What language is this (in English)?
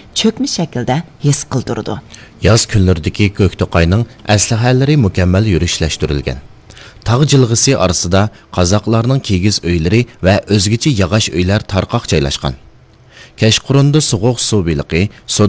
Uyghur